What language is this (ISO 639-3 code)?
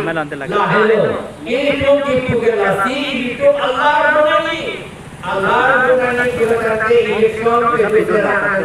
mjw